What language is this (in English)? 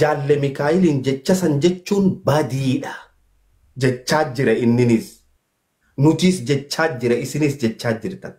Oromo